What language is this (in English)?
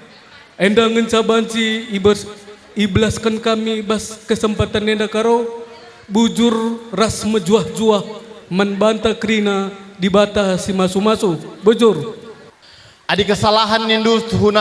Batak Karo